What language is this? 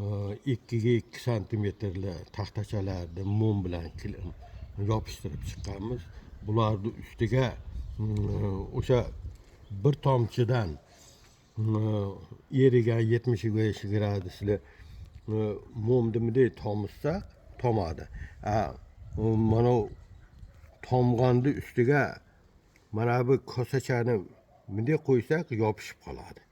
Uzbek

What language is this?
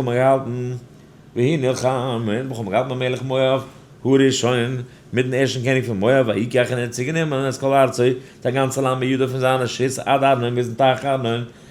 Yiddish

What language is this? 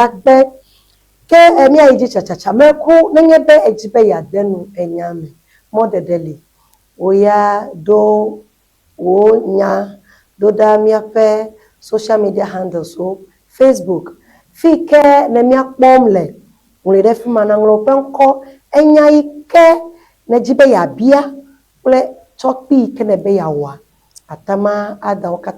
Ewe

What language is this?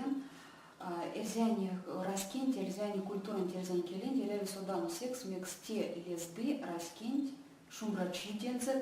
Erzya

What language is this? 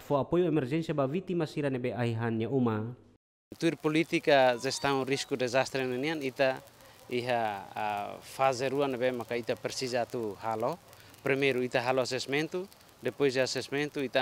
Tetum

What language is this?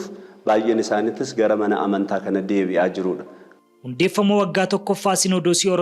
Oromo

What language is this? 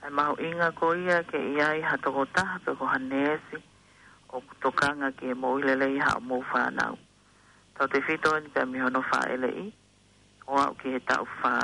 Tongan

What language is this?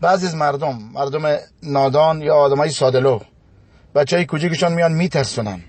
Tajik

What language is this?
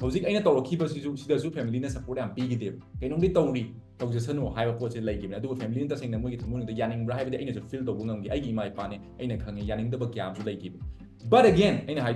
Manipuri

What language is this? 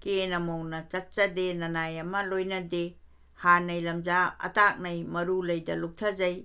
Manipuri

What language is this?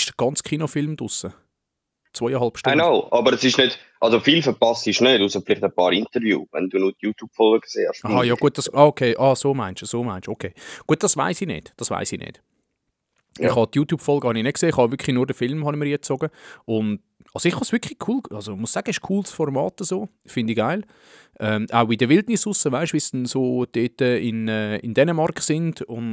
Swiss German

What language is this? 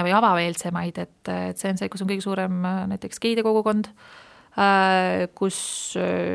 Estonian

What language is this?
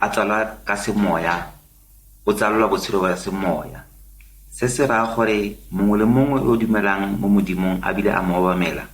Tswana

